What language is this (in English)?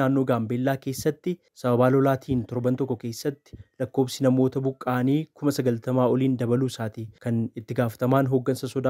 Oromo